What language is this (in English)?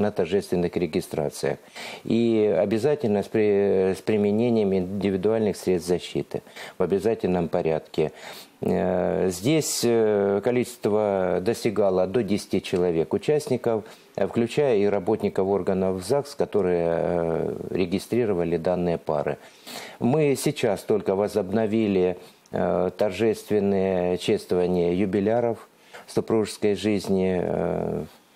Russian